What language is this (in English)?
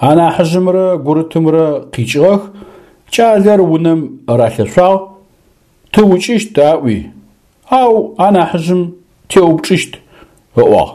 Adyghe